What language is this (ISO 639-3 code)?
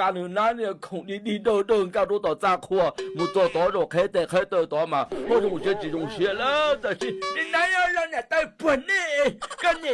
hmn